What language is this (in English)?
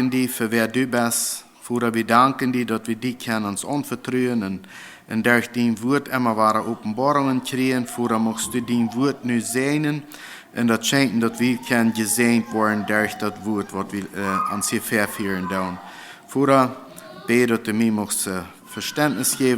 Plautdietsch